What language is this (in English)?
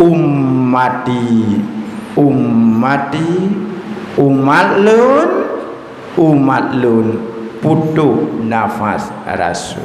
Achinese